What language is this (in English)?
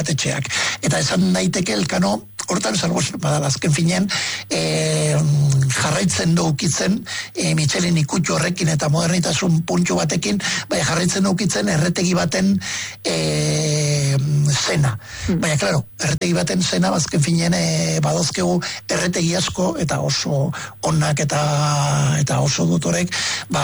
Basque